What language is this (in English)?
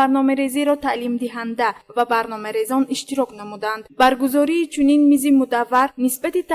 Tajik